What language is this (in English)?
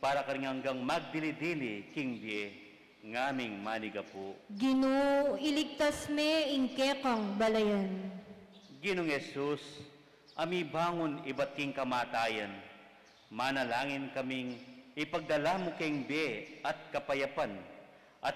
Pampanga